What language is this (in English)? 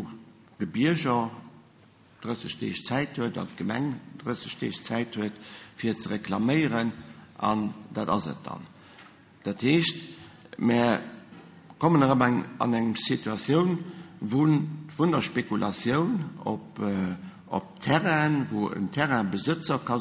Luxembourgish